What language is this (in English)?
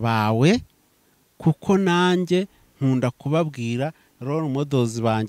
Kinyarwanda